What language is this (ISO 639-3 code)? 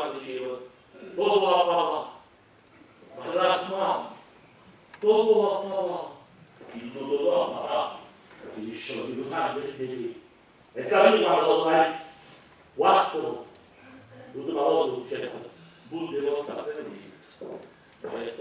nap